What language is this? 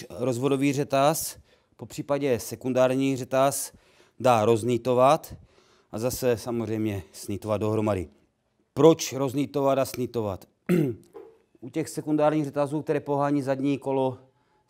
Czech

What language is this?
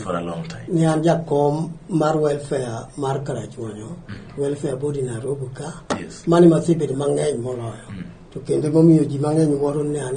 Luo (Kenya and Tanzania)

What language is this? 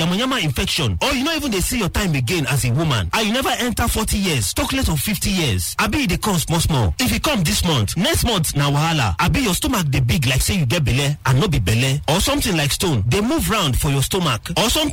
Nigerian Pidgin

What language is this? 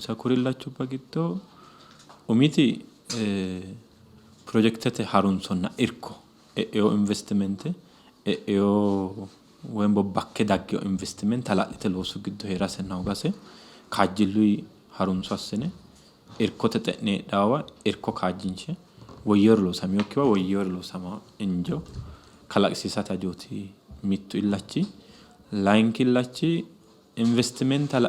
Sidamo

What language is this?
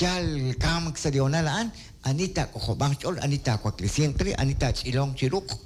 Kekchí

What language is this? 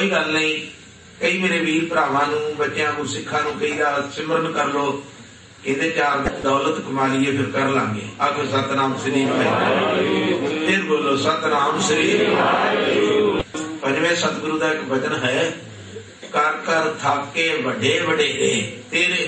Punjabi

